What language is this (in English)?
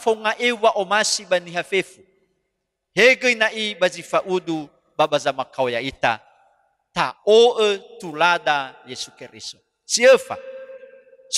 Nias